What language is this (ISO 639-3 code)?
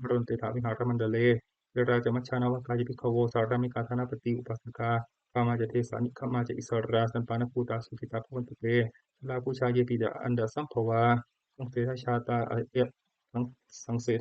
pli